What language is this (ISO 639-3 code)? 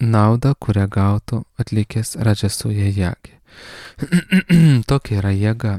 lit